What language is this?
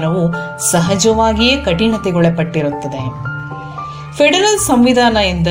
Kannada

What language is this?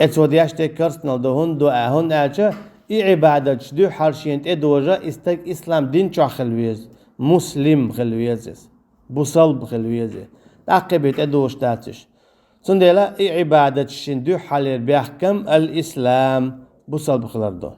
Chechen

